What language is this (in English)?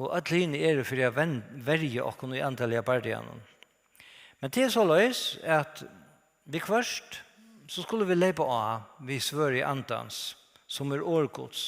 Faroese